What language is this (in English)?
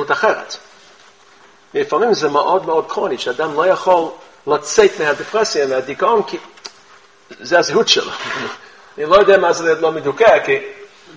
Hebrew